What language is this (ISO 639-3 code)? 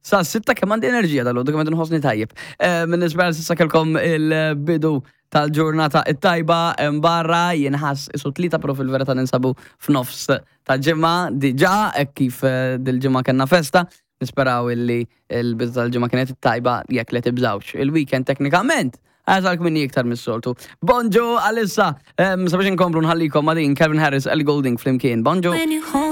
mlt